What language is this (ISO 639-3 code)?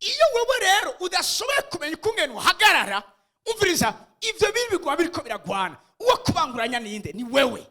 run